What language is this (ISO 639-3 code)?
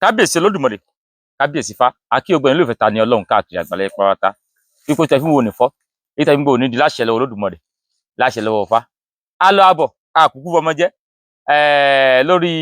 yor